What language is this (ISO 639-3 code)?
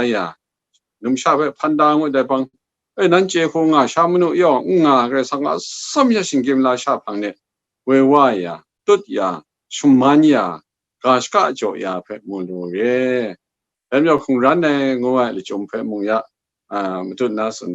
kac